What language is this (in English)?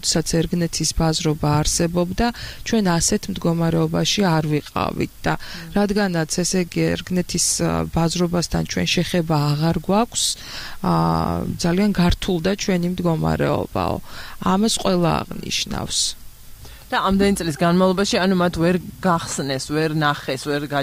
Georgian